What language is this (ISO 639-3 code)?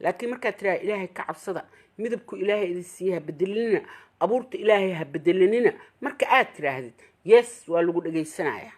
som